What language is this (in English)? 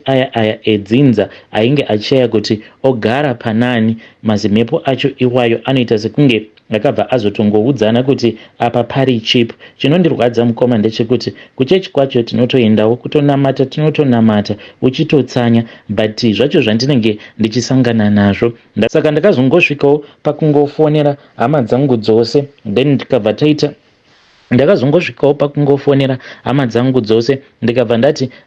Shona